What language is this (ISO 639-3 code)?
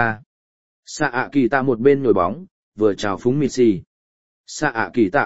vie